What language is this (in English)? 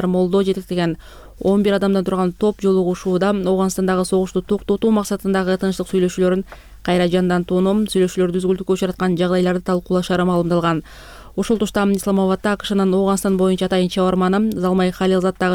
Kyrgyz